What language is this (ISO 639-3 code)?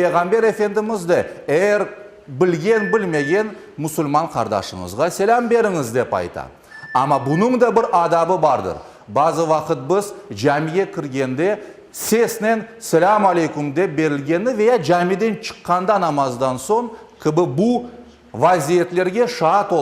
crh